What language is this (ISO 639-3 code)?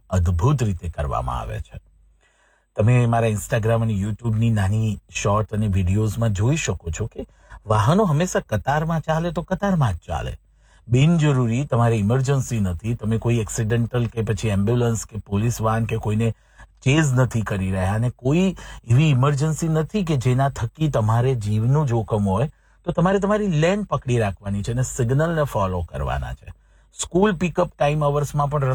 guj